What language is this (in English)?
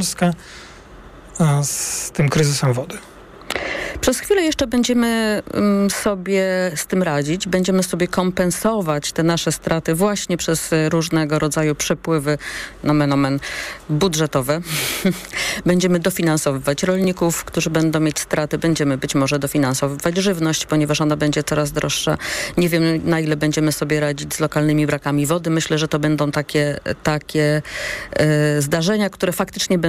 Polish